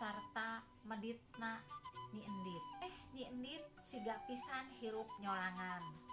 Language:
Sundanese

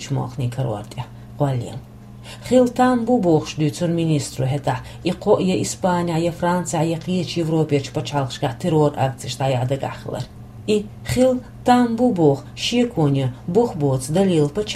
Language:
Chechen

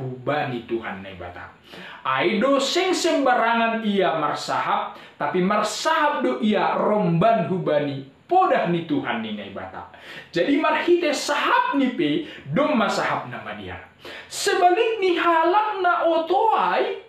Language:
Batak Simalungun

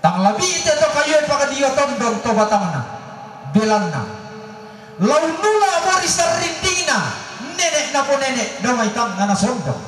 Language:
Toraja-Sa'dan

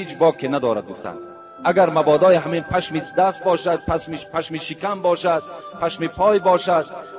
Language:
Tajik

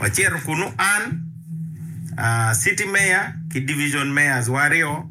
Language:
Acoli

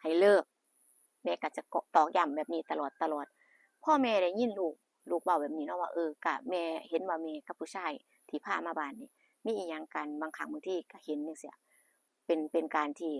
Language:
Northeastern Thai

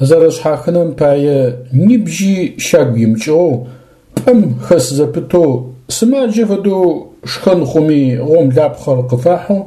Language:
Adyghe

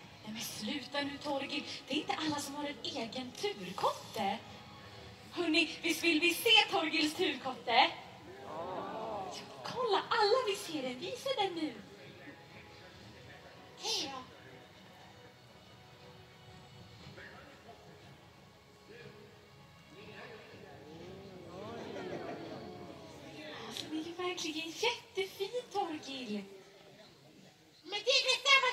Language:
Swedish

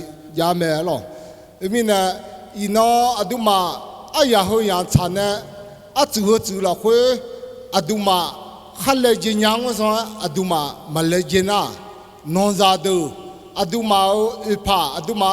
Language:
Akha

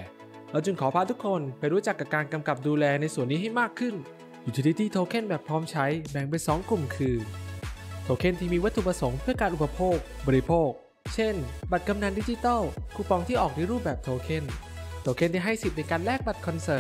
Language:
Thai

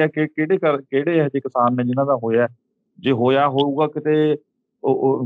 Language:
Punjabi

